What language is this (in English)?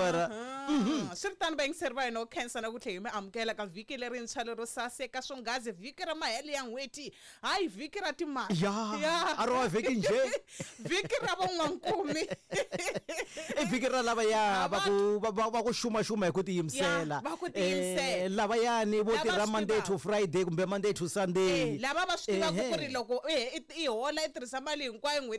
Tsonga